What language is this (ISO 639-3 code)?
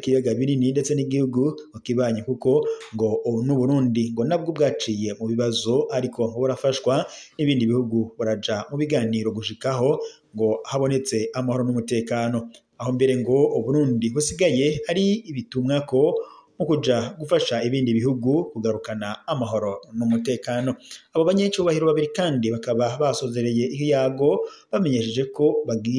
run